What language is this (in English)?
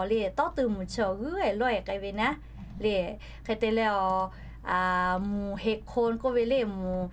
Lahu